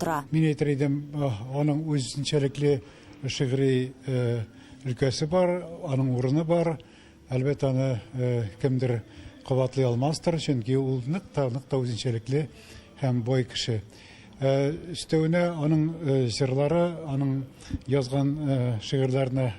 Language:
Tatar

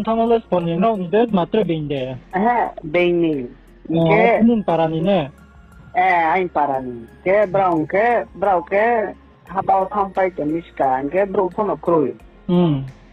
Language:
Riang (India)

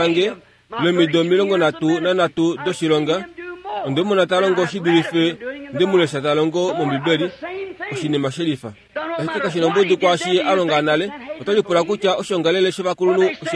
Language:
Kuanyama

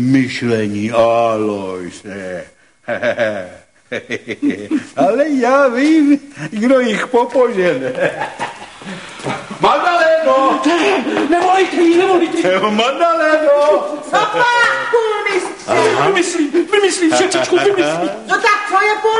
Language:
Czech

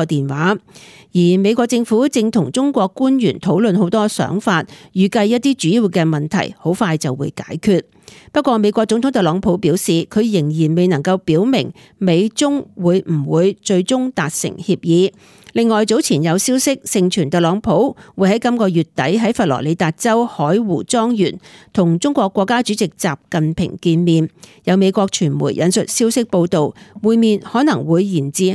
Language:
Cantonese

